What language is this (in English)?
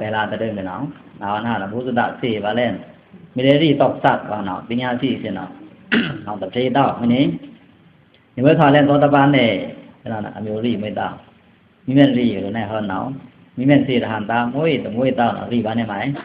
Pa'o Karen